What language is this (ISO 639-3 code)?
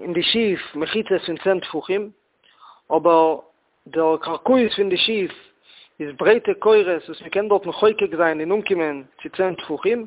yid